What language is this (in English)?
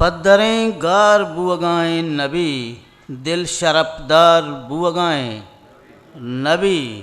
Eastern Balochi